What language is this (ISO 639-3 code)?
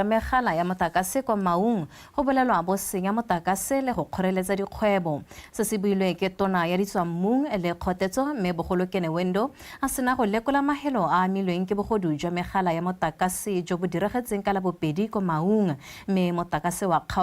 tsn